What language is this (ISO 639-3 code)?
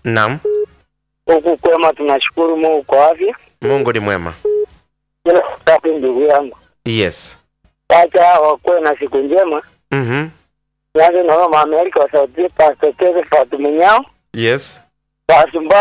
swa